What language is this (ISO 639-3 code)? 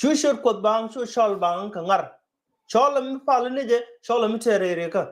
nus